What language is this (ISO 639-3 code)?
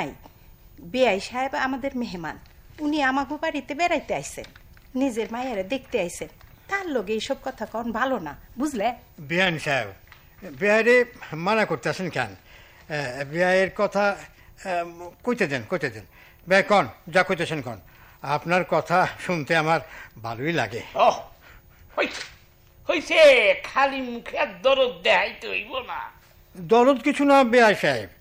ben